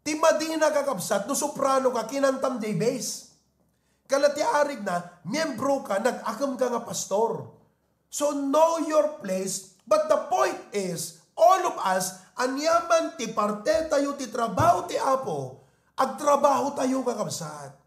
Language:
Iloko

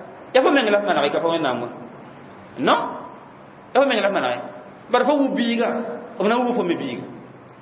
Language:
Mossi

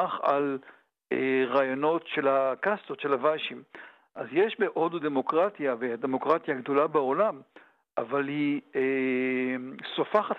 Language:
Hebrew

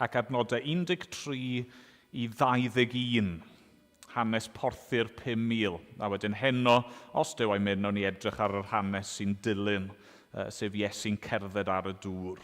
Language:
Welsh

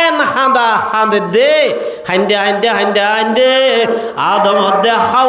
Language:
Rohingya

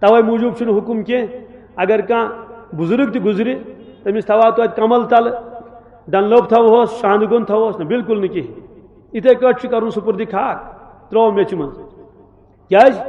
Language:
Kashmiri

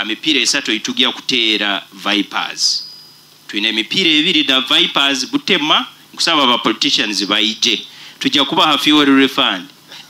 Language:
Nyoro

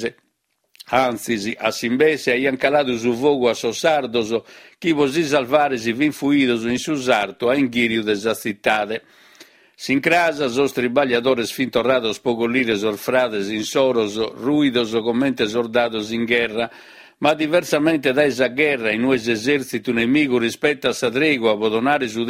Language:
Sardinian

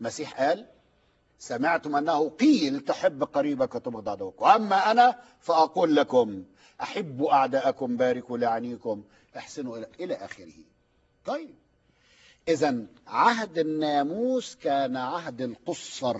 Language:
Egyptian Arabic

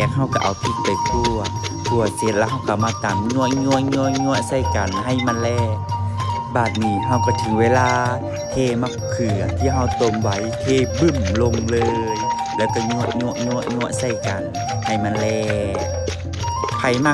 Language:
Lao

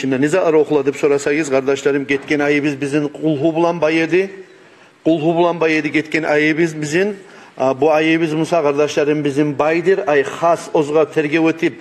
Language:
Kumyk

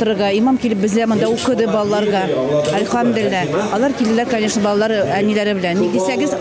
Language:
Tatar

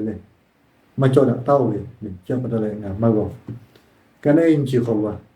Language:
Lahu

